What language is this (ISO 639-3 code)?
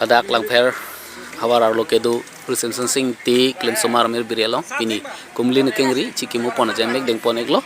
mjw